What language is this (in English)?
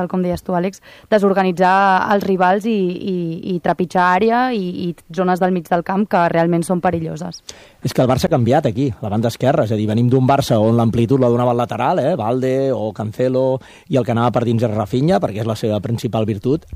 Catalan